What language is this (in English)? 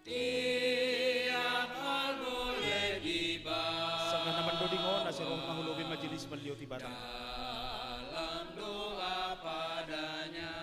Batak Simalungun